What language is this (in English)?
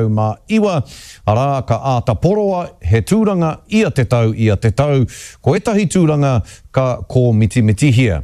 Māori